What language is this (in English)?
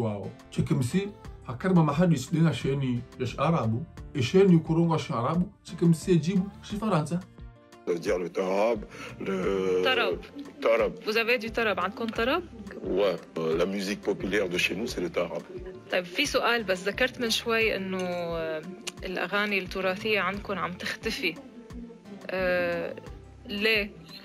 Ngazidja Comorian